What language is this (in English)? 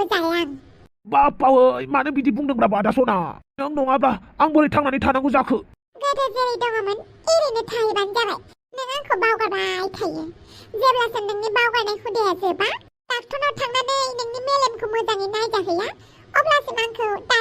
Bodo